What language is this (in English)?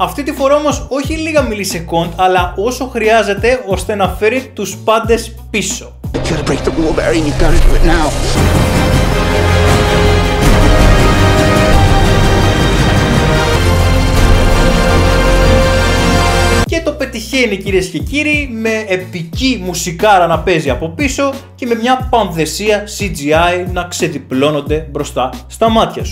Greek